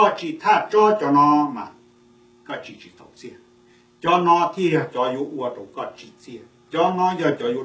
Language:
Hmong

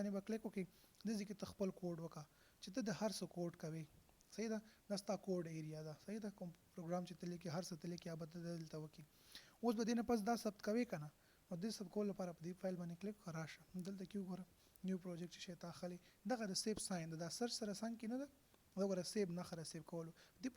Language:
Pashto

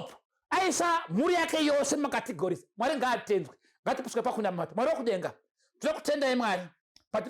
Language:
Shona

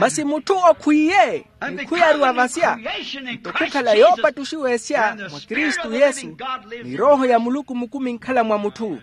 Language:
Makhuwa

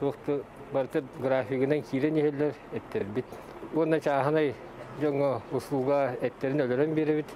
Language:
Yakut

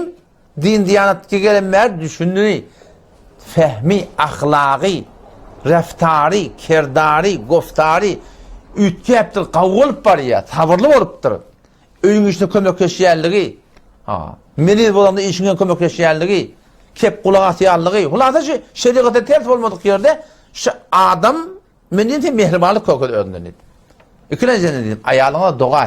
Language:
Turkmen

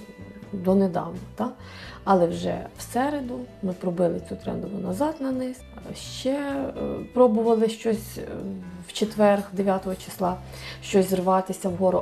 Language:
Ukrainian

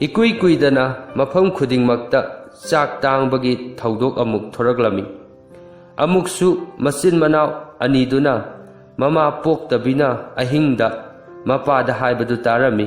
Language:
Manipuri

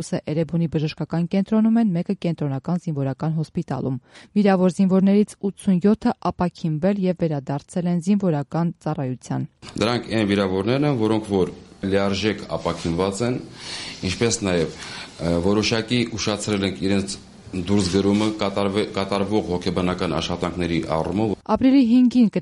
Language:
Armenian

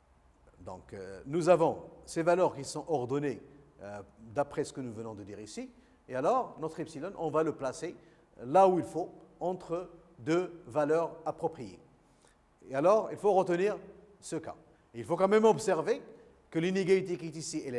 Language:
French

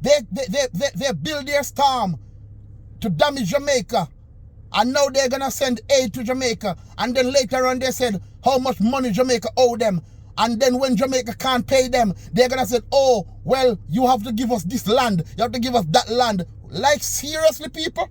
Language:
Jamaican Creole English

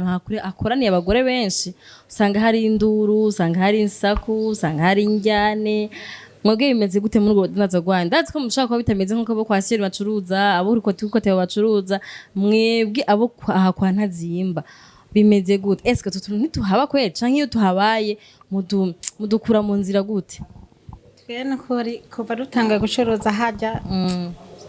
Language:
Rundi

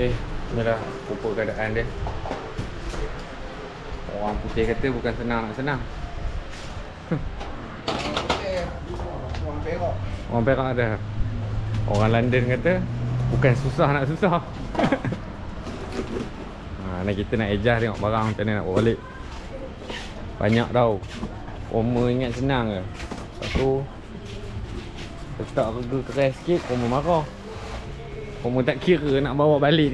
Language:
Malay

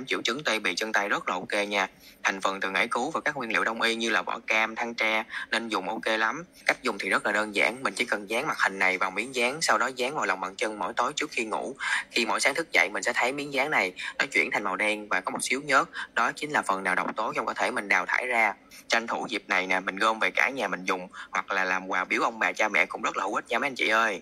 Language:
Vietnamese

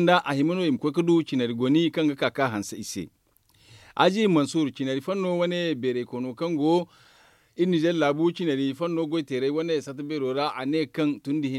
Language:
Zarma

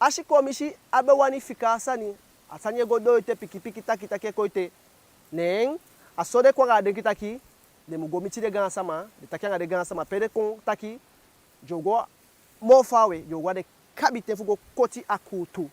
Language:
Eastern Maroon Creole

